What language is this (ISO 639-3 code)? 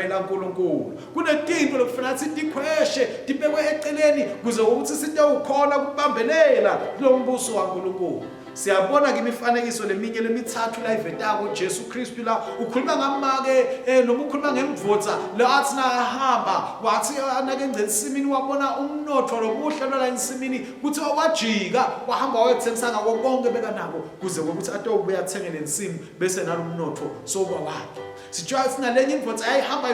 ssw